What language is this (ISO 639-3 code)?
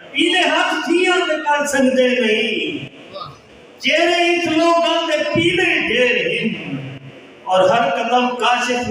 skr